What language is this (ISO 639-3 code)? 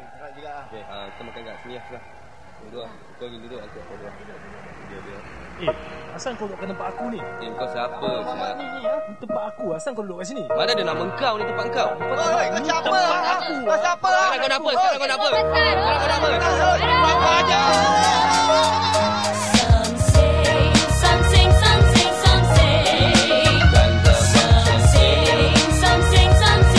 msa